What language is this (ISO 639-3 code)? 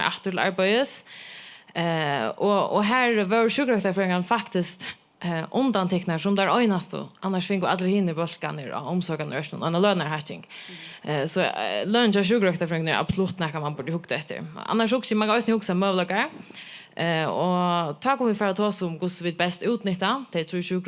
fao